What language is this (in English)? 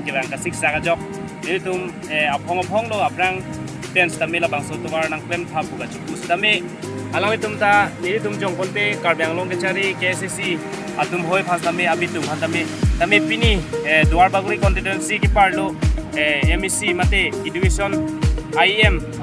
Karbi